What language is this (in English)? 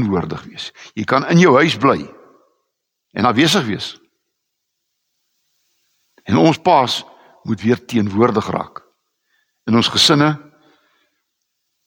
Afrikaans